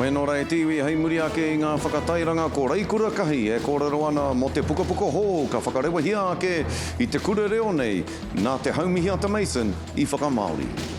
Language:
Māori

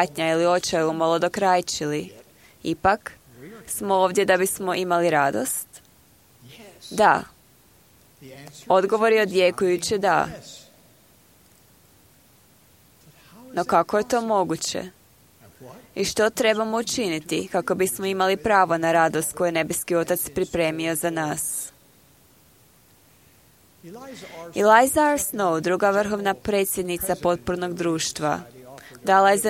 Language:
Croatian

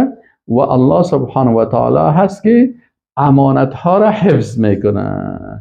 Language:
Persian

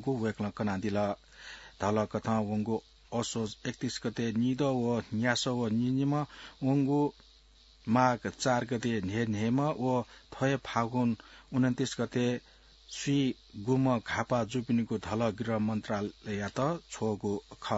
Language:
Newari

